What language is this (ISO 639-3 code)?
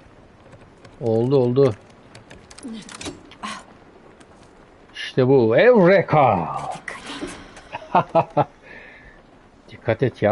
tur